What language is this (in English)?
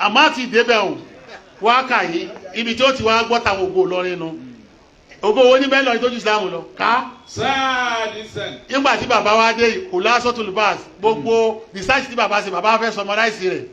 Yoruba